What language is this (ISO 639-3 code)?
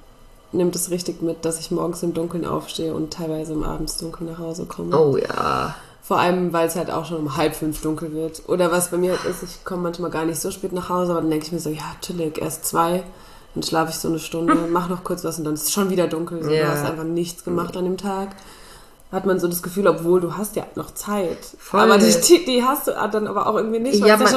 deu